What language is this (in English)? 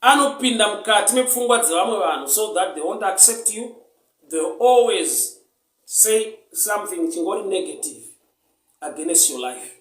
Shona